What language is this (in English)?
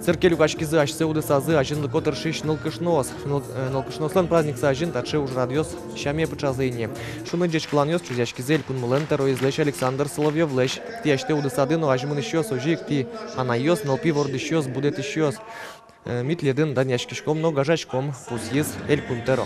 Udmurt